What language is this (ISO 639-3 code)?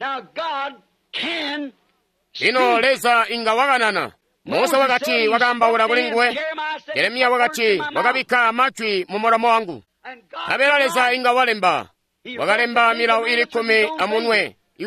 toi